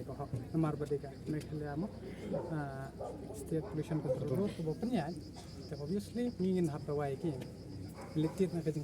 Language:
Khasi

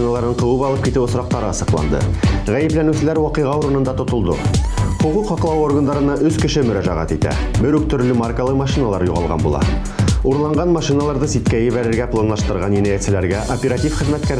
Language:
Bashkir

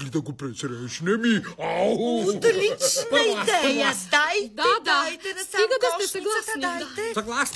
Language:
Bulgarian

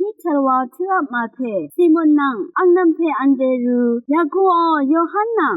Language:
Rawang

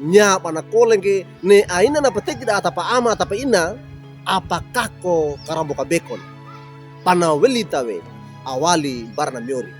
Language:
Wejewa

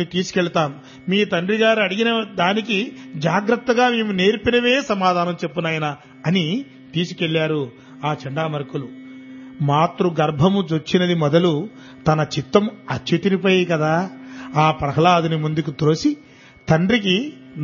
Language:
Telugu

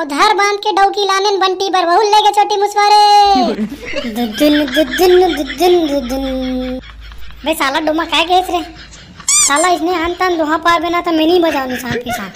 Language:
Chhattisgarhi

